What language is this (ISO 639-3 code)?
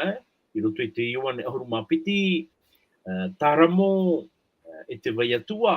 tah